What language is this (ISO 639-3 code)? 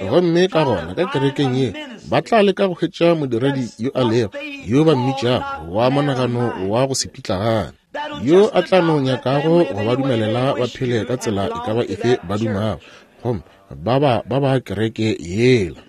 nso